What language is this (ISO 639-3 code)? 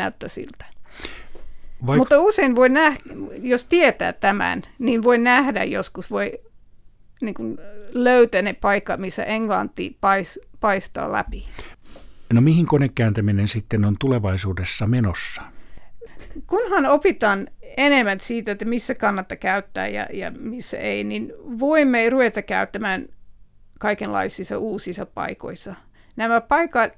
fin